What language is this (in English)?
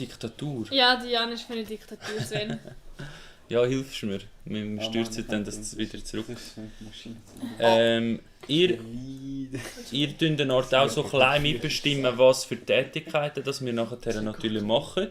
Swiss German